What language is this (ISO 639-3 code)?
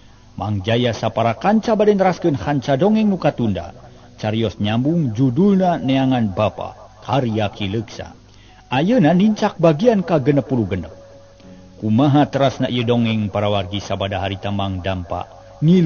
sun